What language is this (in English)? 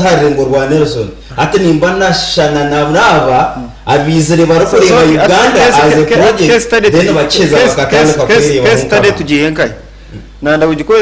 Nyankole